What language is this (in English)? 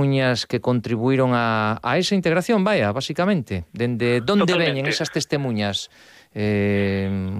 Galician